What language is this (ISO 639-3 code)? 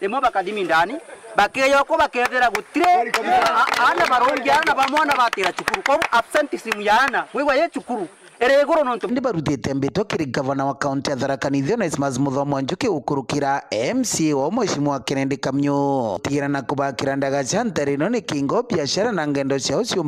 mer